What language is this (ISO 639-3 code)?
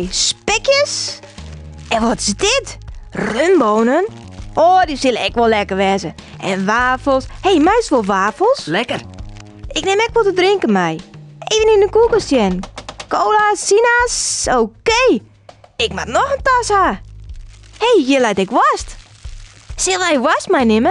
fry